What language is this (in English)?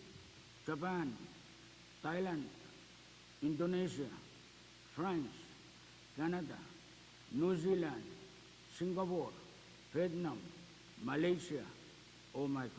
Pohnpeian